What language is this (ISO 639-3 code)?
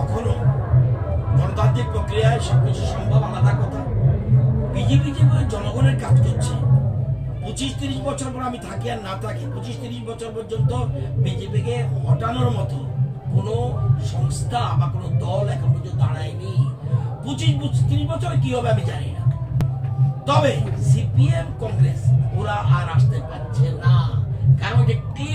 ben